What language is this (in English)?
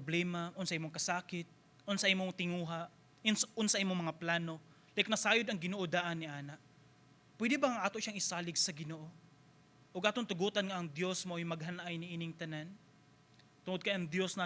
Cebuano